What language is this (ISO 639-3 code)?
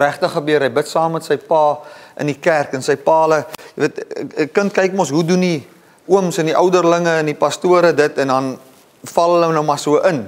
afr